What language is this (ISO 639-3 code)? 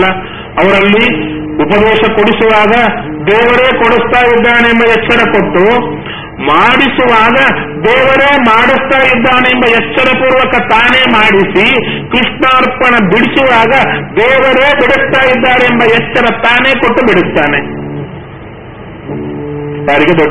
kan